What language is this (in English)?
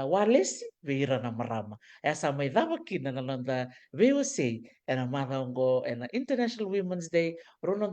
Fijian